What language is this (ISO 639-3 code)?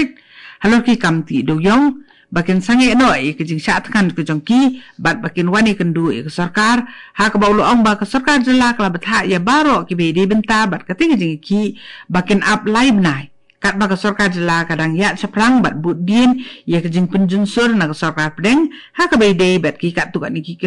kha